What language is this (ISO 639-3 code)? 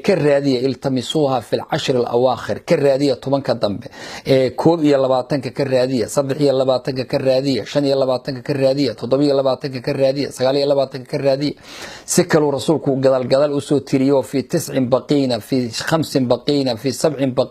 som